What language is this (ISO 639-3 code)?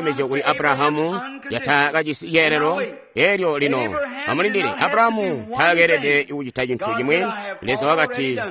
toi